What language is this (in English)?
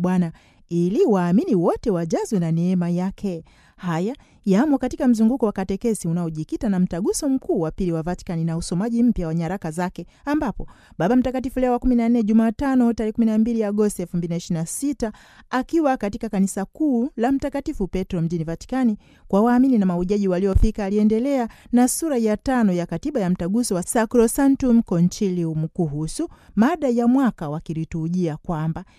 Swahili